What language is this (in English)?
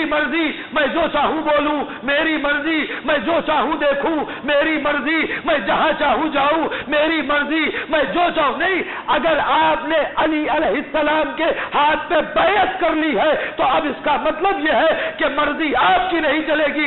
Urdu